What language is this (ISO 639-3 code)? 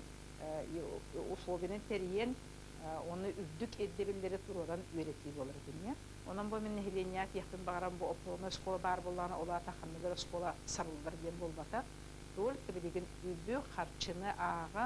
sah